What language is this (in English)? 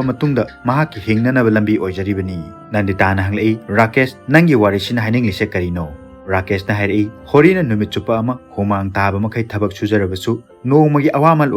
Manipuri